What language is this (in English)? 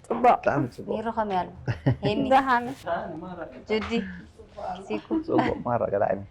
Tigrinya